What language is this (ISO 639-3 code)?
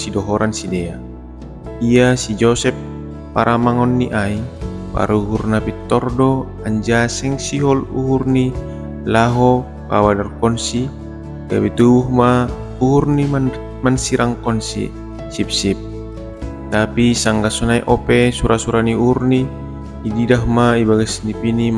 bts